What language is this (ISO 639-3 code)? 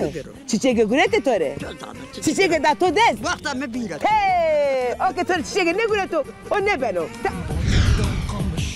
zza